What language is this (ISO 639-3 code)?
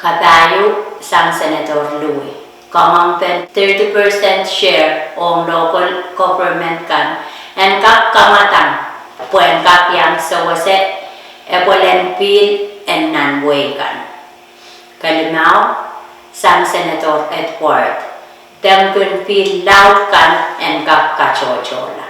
pon